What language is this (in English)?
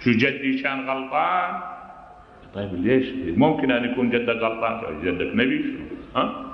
Mesopotamian Arabic